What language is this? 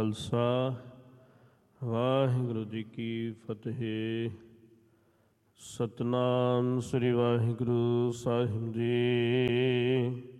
Punjabi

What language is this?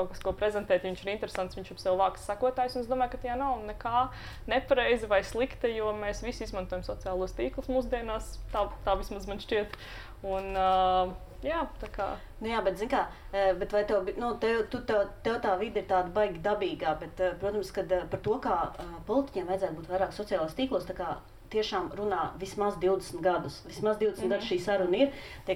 Latvian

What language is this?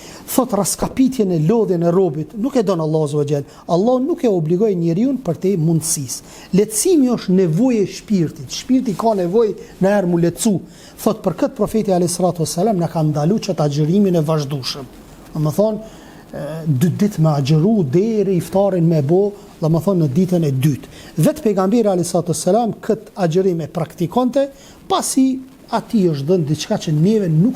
Albanian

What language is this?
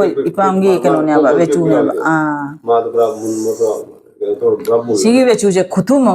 Manipuri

